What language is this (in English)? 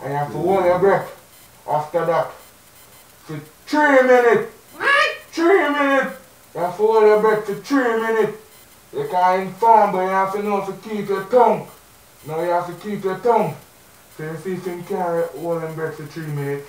Jamaican Creole English